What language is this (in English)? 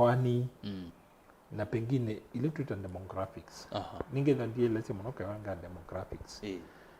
Kamba